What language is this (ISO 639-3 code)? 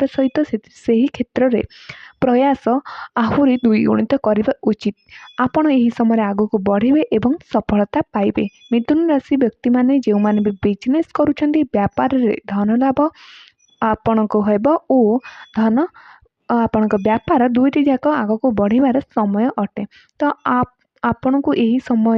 ori